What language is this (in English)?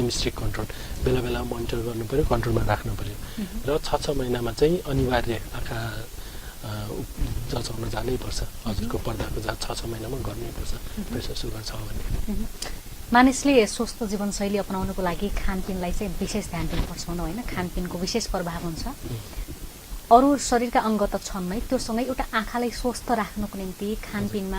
Nepali